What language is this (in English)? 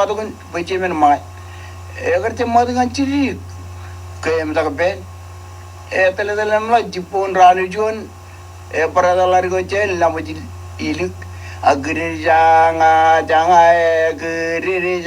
Marshallese